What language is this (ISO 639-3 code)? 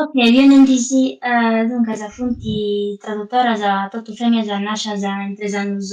srd